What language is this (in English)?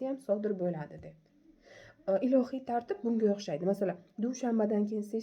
Uzbek